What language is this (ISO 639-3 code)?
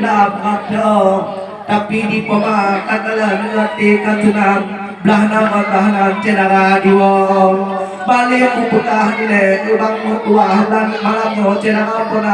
ace